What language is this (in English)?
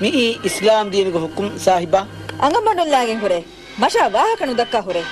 Divehi